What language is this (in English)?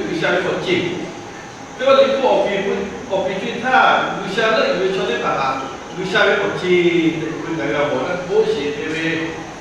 Lahu